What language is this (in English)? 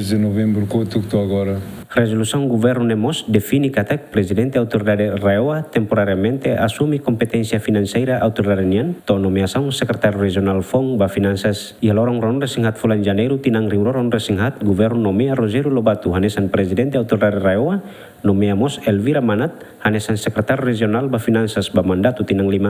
Tetum